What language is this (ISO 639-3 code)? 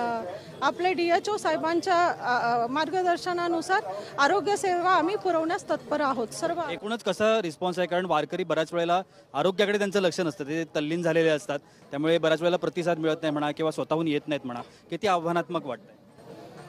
mar